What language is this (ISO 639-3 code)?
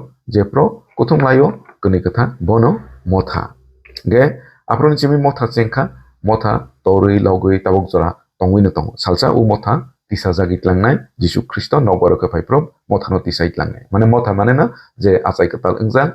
trp